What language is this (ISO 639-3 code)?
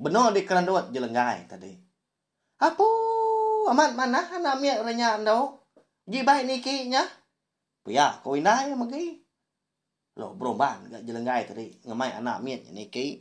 iba